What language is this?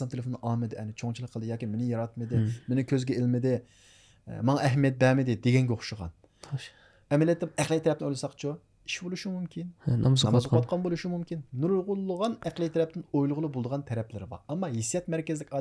Uyghur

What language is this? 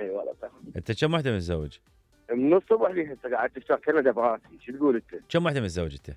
Mesopotamian Arabic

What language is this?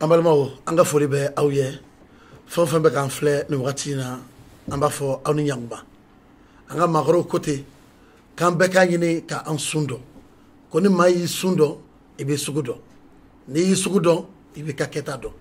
Bambara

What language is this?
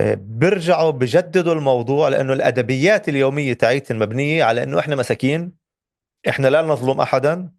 North Levantine Arabic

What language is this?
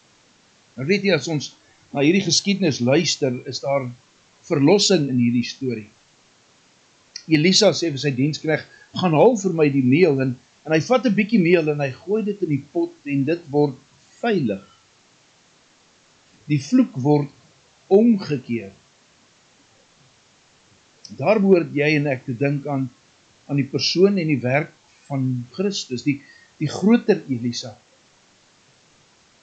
Afrikaans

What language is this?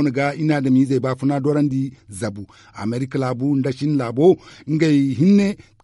Zarma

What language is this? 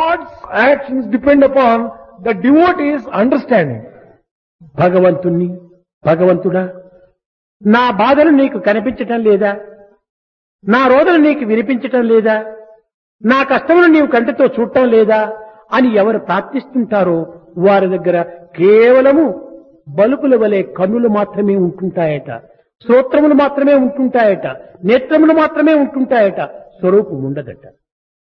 Telugu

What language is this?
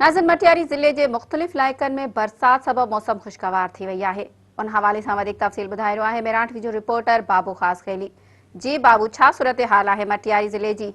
Sindhi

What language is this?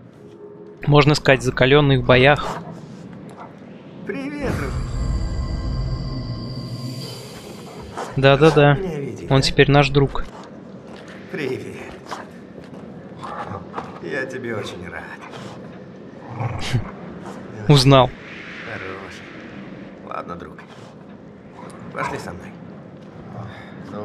Russian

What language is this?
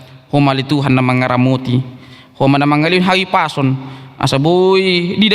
Batak Toba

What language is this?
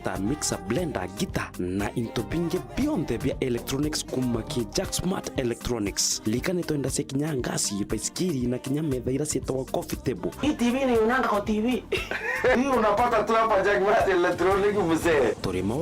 Meru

